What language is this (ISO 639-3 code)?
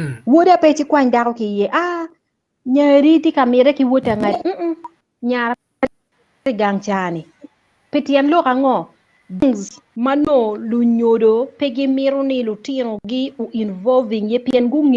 ach